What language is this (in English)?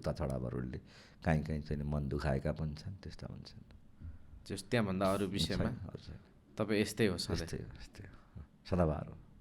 Nepali